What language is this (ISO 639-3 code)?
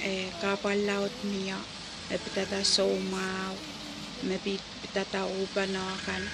pon